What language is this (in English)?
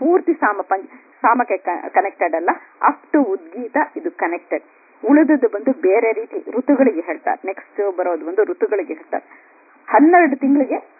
Kannada